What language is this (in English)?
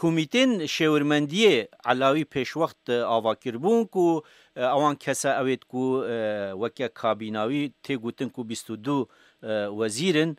Kurdish